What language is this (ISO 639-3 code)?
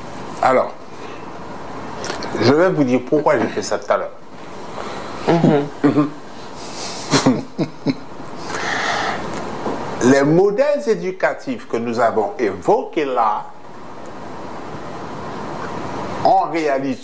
fra